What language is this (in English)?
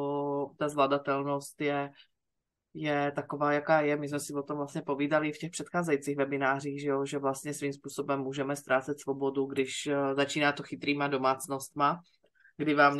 Czech